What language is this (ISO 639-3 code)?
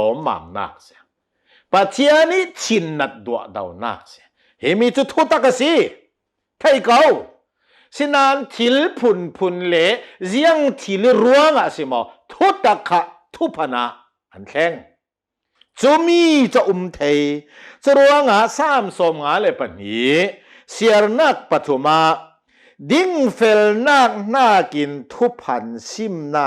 cnh